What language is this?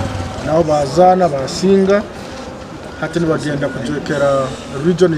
Nyankole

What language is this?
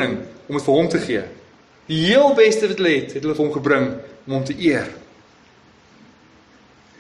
Afrikaans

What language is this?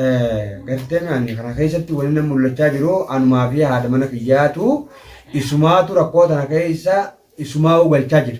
Oromo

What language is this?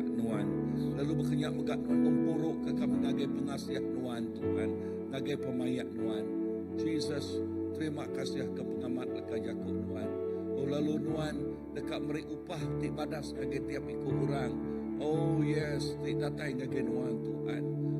Iban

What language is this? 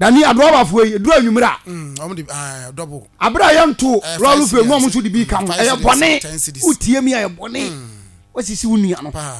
Akan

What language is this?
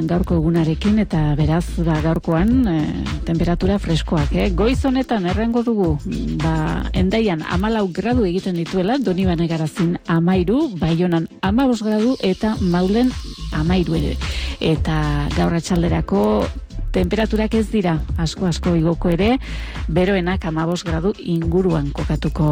Basque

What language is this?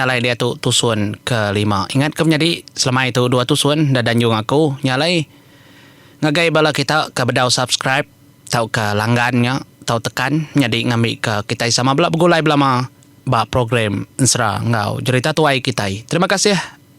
Iban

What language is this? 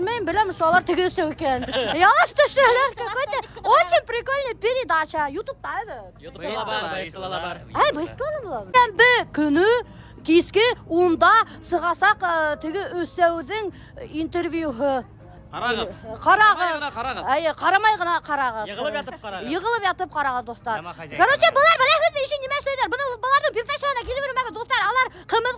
Bashkir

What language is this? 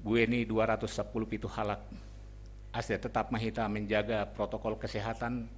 Batak Simalungun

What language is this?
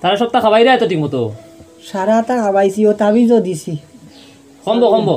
Sylheti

